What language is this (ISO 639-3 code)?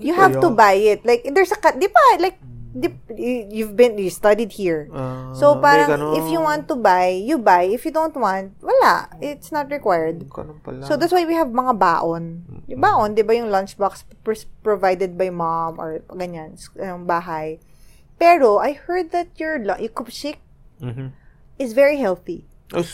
fil